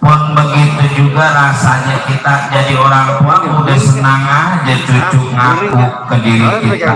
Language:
Betawi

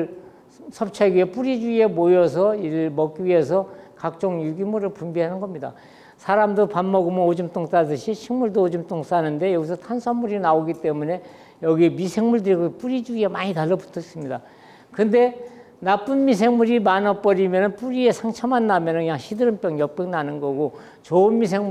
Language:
Korean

